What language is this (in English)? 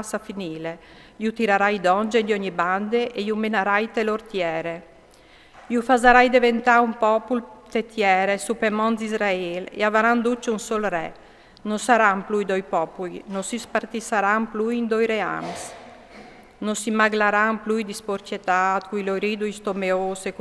Friulian